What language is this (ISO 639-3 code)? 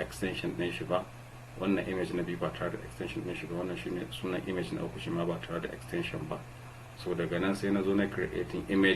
hau